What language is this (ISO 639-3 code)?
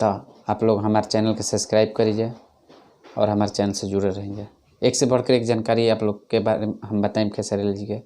bho